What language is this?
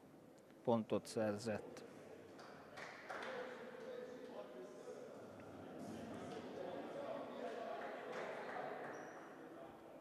Hungarian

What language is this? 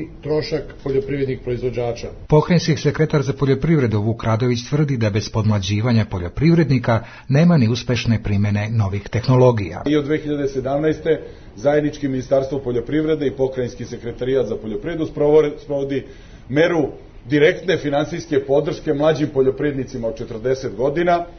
Serbian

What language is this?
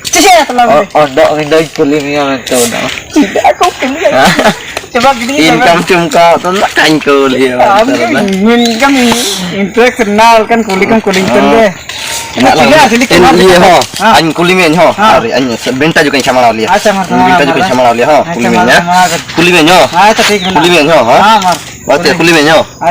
Ho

